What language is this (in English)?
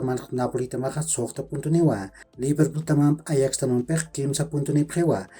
Aymara